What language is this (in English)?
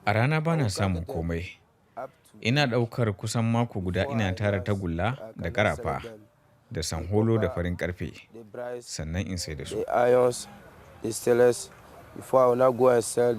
Hausa